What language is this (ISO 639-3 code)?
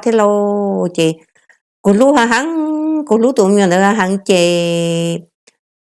hmn